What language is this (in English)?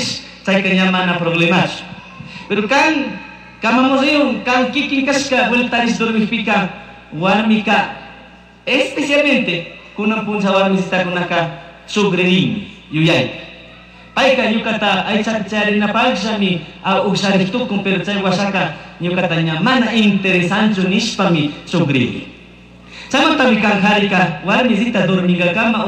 Chimborazo Highland Quichua